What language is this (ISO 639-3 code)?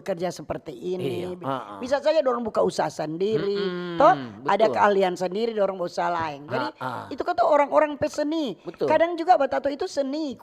xmm